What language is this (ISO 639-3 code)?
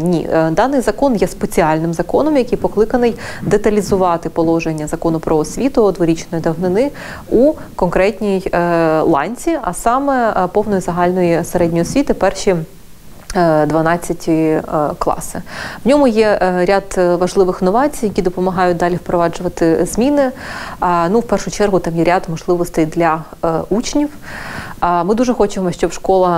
ukr